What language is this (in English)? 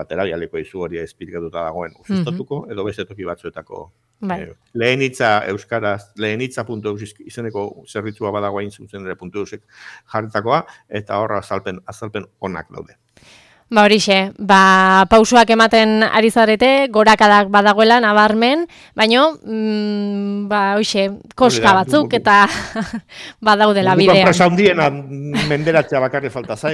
Basque